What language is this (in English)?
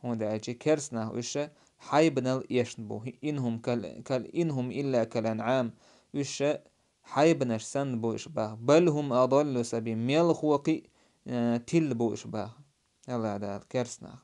Chechen